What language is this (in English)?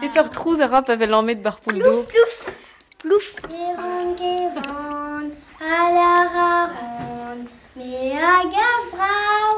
Breton